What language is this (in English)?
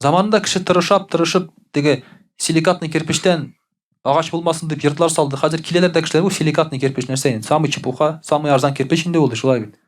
Tatar